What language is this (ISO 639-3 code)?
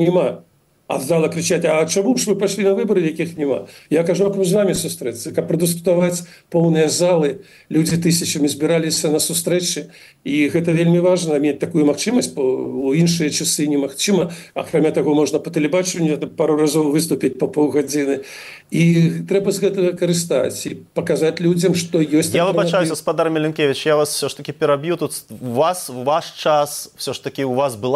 bel